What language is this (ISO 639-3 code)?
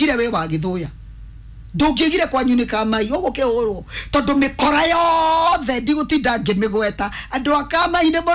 kik